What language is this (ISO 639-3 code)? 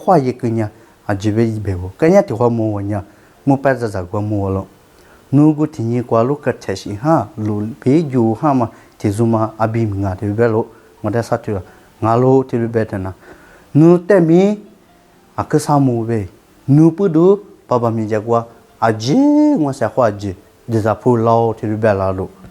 lis